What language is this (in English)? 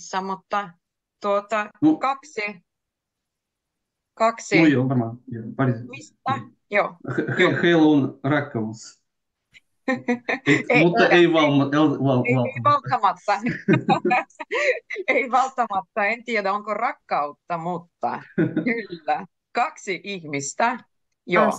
Finnish